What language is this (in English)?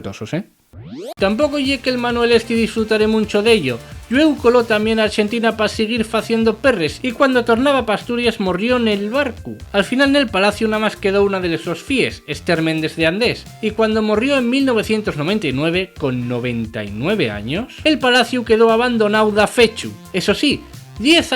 Asturian